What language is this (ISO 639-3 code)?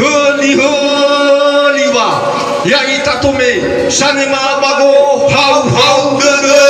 nia